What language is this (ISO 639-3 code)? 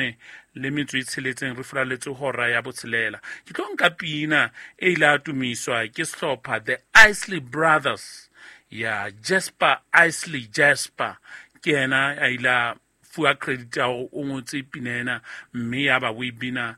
sot